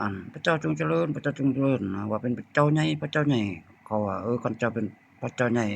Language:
Lao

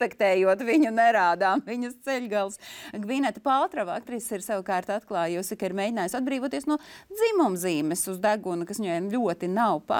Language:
Latvian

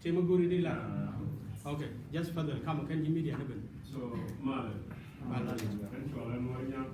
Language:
Nuer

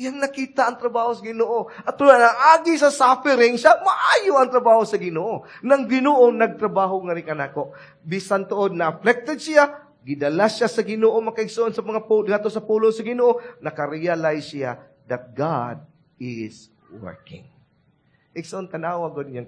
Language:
Cebuano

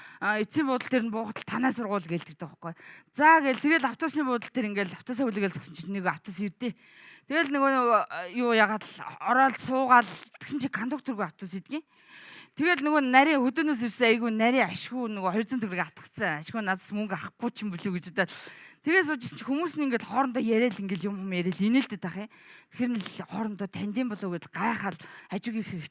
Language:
Mongolian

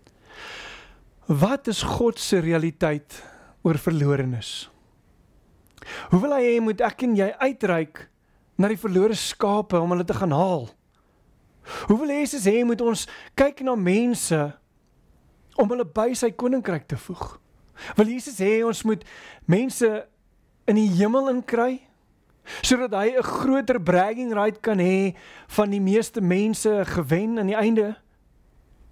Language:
Afrikaans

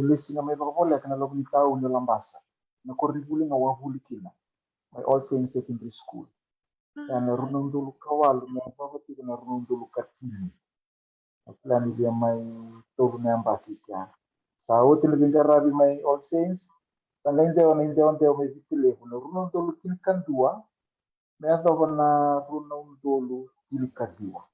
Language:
Fijian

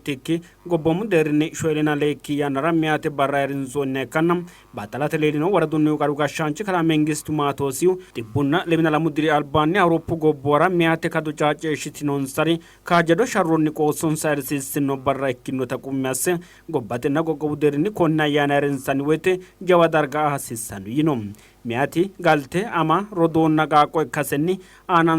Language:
Sidamo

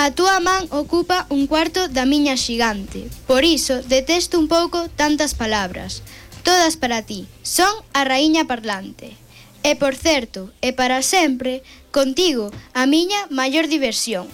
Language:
Galician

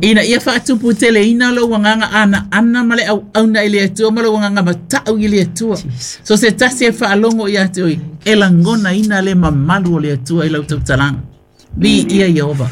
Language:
Samoan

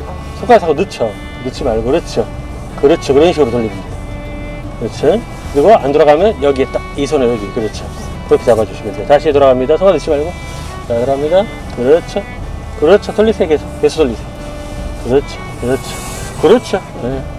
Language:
Korean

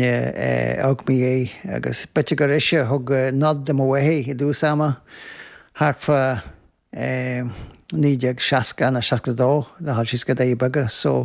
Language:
Irish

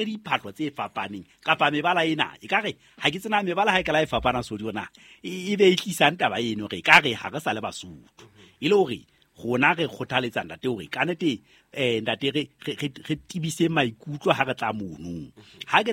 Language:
Southern Sotho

